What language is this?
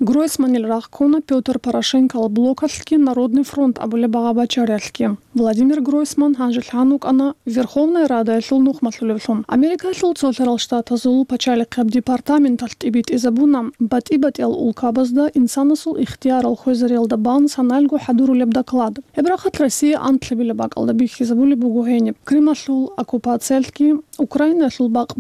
Avaric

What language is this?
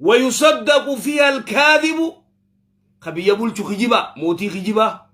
Oromo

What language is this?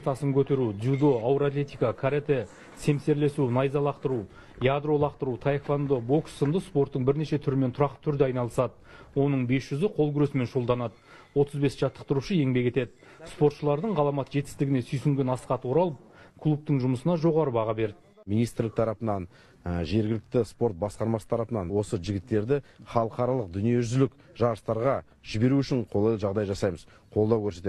Kazakh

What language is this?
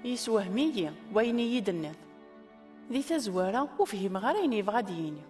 Kabyle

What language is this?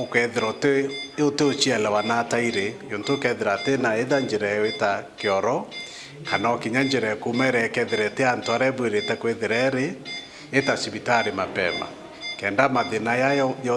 Meru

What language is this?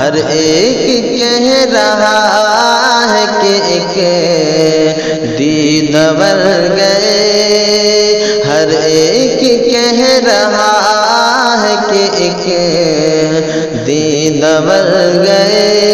Urdu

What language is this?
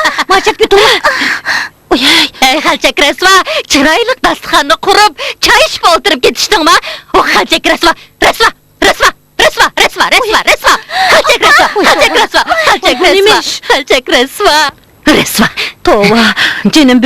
Uyghur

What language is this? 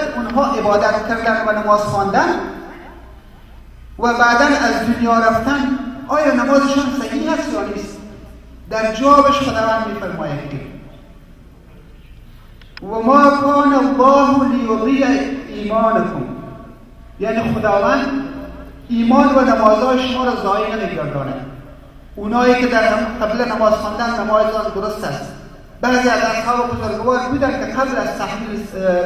Persian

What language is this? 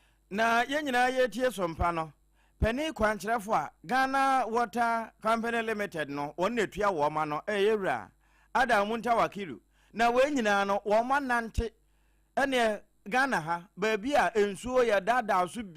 Akan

